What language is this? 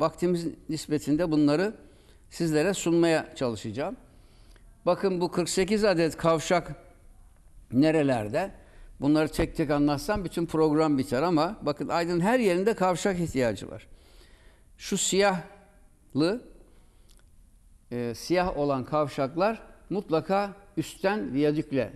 Turkish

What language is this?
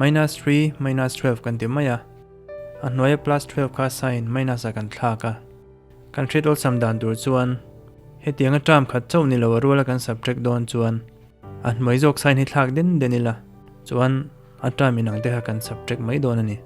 Mizo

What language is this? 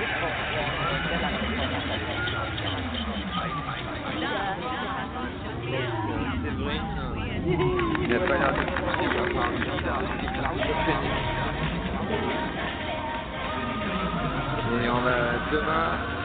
French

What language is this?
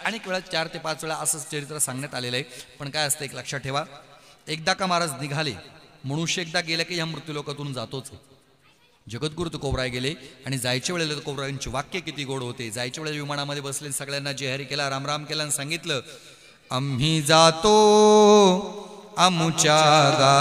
Marathi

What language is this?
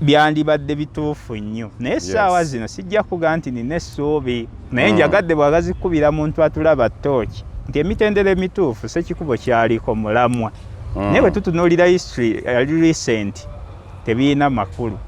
Ganda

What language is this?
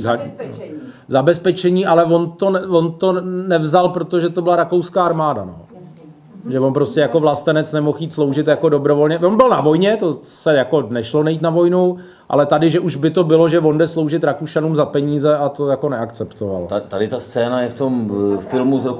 Czech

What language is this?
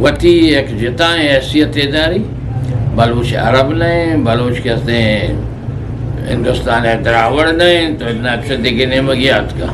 Eastern Balochi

